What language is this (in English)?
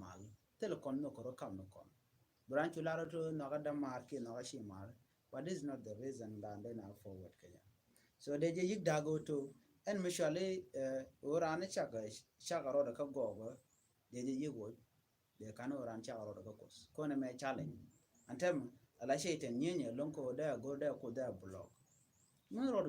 Nuer